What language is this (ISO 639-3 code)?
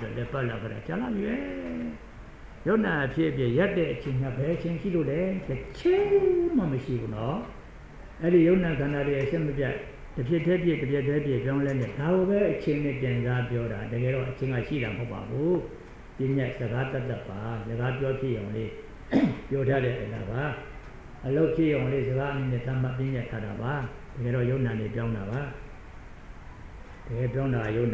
mya